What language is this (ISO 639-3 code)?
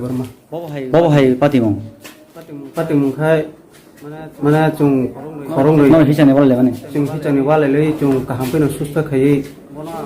trp